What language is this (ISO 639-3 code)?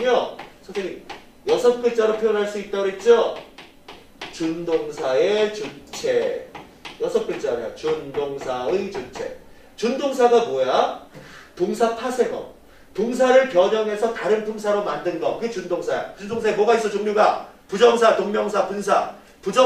kor